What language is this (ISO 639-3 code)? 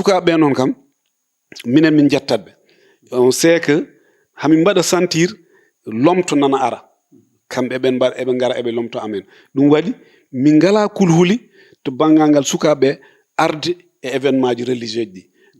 ful